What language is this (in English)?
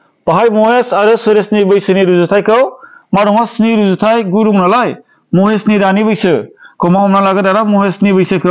Bodo